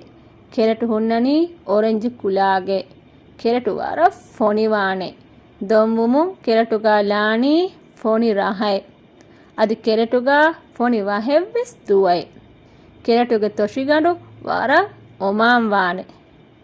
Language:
Divehi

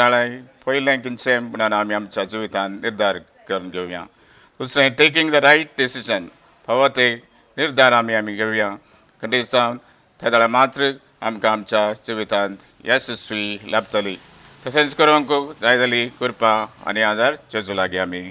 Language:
Konkani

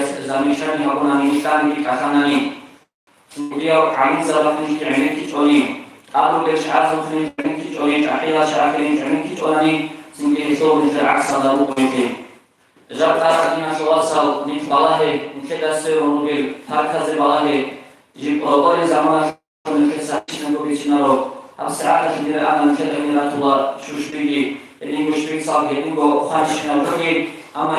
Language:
Avaric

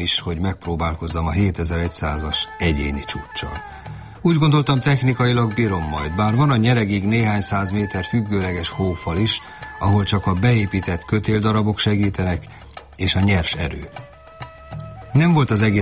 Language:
Hungarian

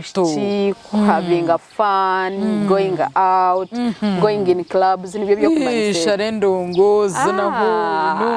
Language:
Nyankole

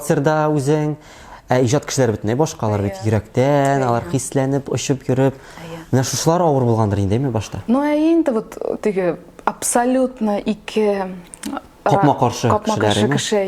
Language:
Tatar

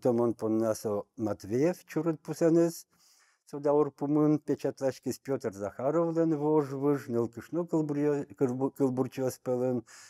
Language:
Udmurt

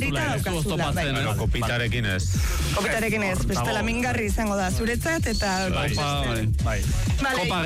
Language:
Basque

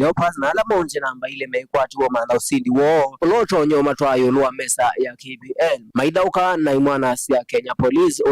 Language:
Kamba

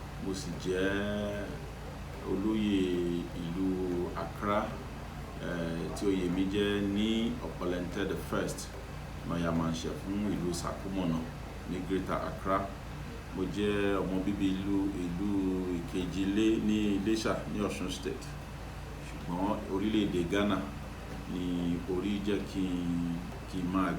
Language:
Yoruba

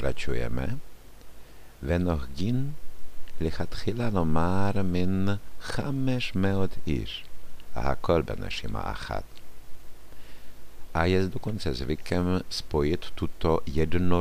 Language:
Czech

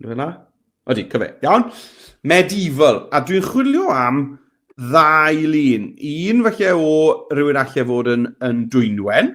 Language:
Welsh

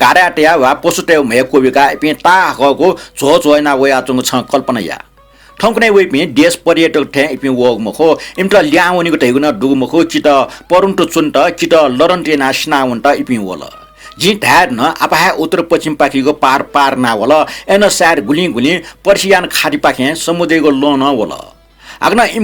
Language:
Newari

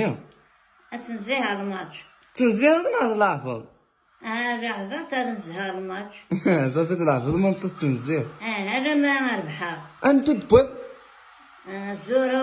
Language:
Kabyle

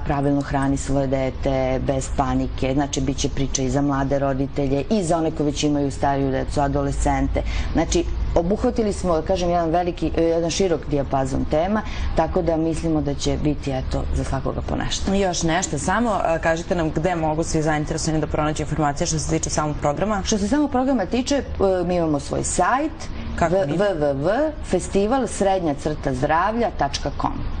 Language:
Serbian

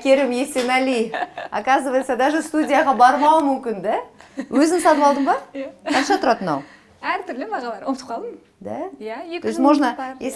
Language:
Kazakh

